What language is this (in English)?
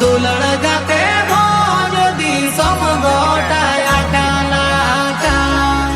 Santali